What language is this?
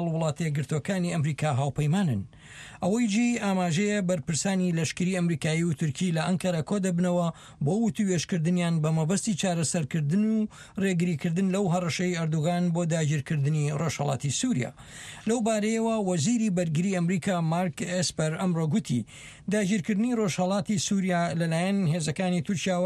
Central Kurdish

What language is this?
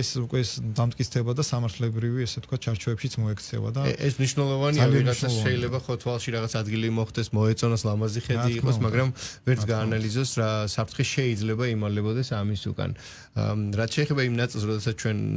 Georgian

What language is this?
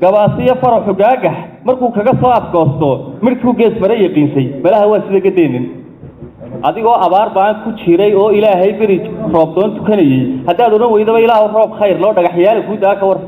Somali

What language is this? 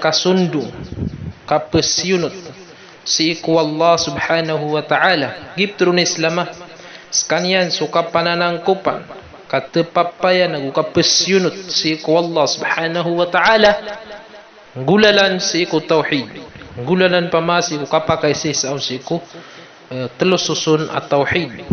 Maranao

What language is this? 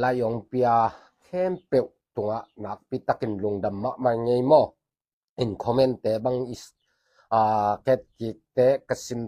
Tedim Chin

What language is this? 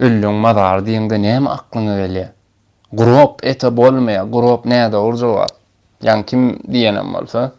Turkmen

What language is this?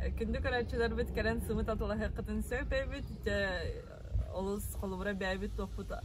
Yakut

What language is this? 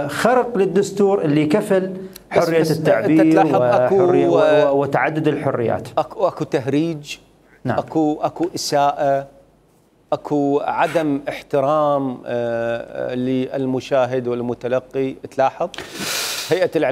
Mesopotamian Arabic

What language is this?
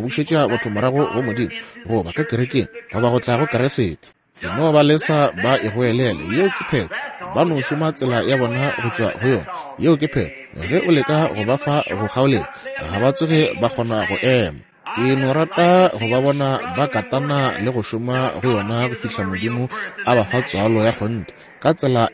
Northern Sotho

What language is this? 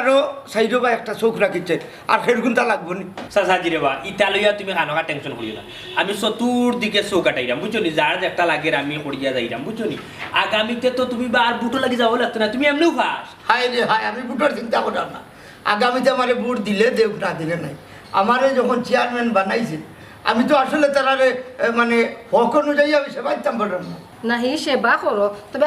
Sylheti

